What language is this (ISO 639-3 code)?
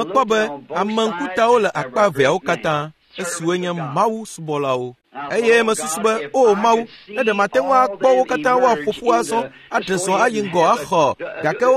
ewe